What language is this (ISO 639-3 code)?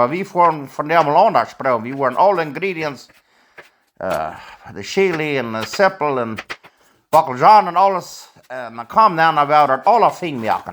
pdt